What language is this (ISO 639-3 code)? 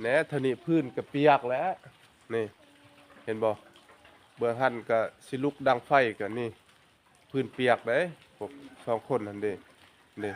lao